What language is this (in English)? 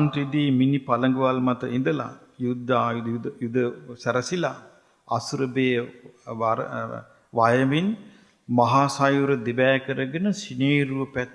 Sinhala